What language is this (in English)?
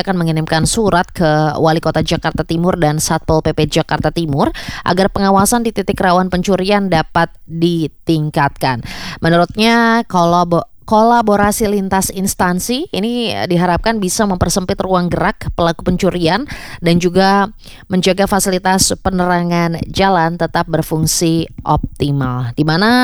Indonesian